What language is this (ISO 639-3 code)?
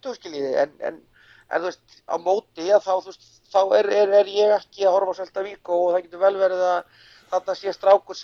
isl